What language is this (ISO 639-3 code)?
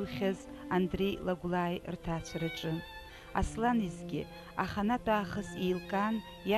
abk